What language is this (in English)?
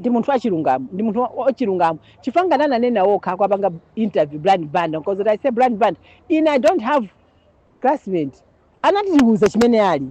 Nyanja